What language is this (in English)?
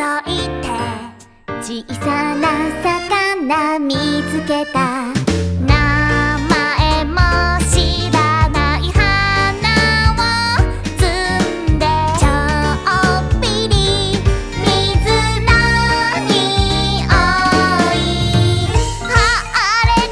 Japanese